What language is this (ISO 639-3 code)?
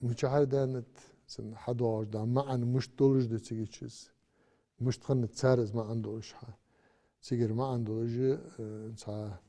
inh